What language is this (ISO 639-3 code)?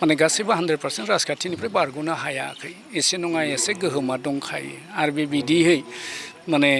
brx